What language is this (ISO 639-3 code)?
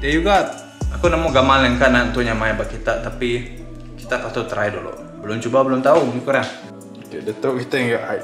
iba